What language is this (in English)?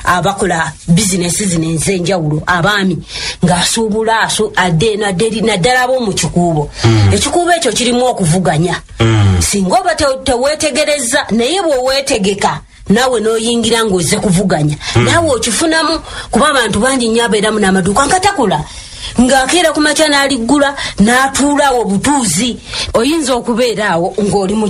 Ganda